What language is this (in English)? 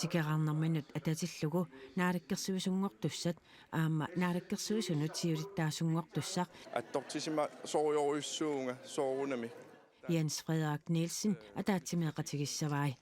Kalaallisut